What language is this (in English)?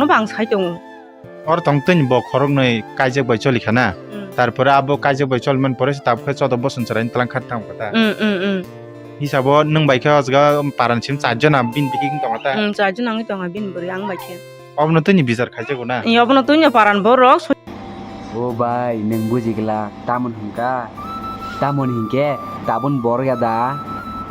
Kok Borok